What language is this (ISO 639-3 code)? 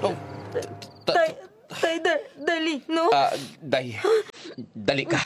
hil